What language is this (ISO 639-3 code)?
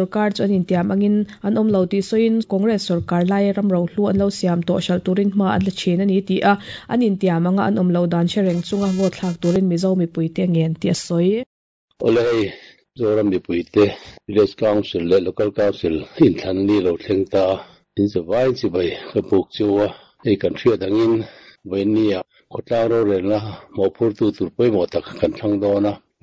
lus